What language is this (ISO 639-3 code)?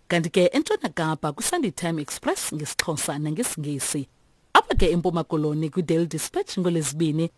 xho